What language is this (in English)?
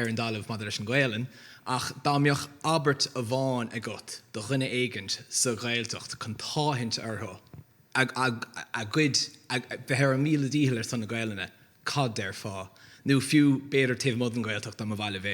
Irish